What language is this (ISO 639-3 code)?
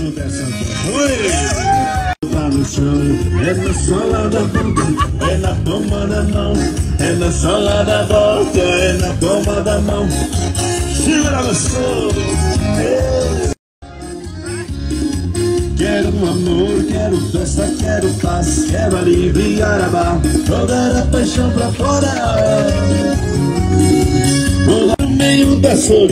por